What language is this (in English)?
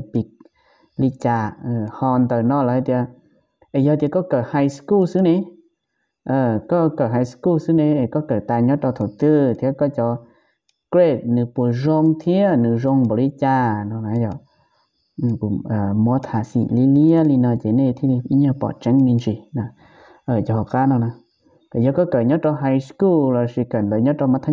Vietnamese